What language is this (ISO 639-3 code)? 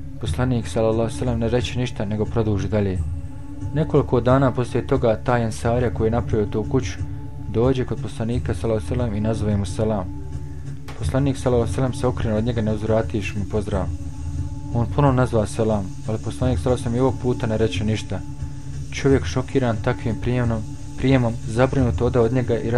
bos